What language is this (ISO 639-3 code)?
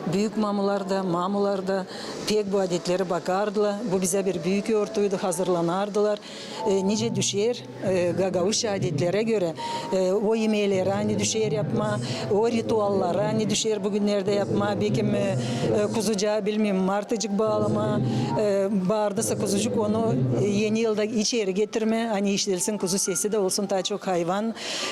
gag